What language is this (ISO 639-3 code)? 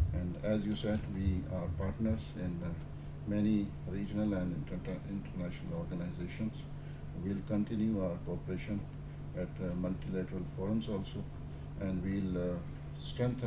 tsn